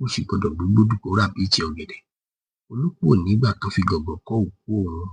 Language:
Yoruba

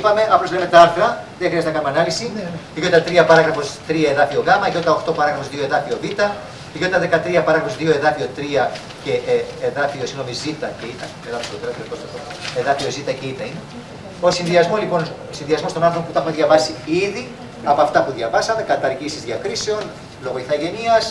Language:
Greek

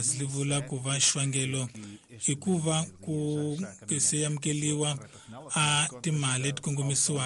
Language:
Tsonga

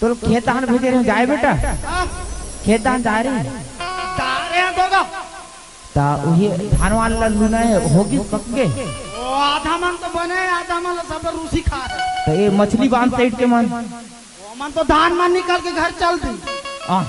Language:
Chhattisgarhi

